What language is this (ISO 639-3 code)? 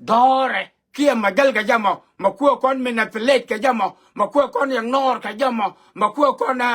nus